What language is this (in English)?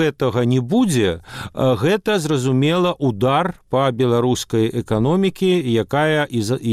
Belarusian